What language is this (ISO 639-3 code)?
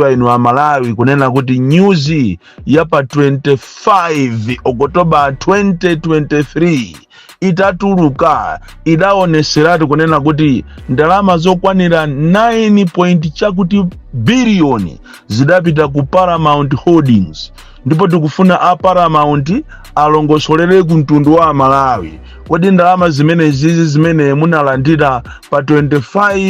nya